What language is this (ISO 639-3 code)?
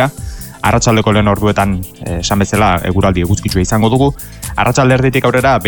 eus